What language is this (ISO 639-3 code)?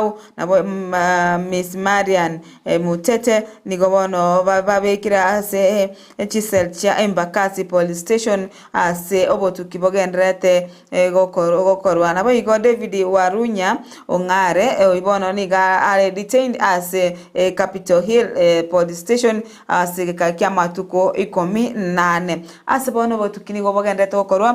guz